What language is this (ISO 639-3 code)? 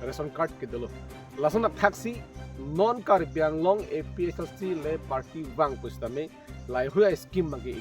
mjw